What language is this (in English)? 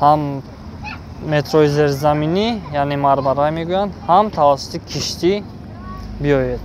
Tajik